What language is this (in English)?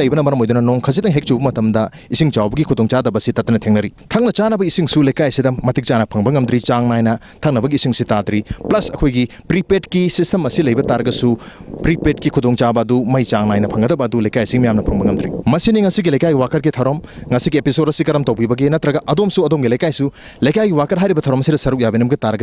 Manipuri